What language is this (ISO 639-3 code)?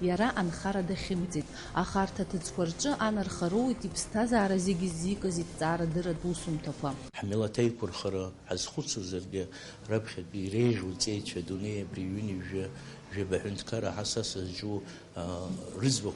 abk